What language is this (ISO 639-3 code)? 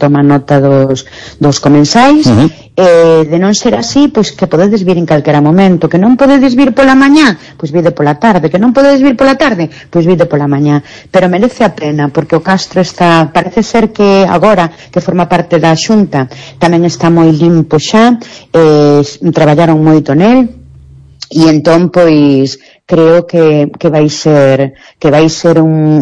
glg